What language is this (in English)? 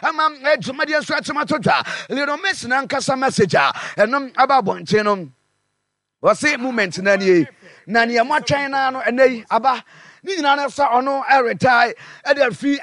Akan